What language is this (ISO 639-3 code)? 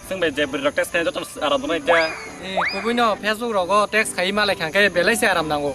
trp